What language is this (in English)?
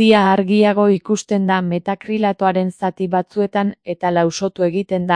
Basque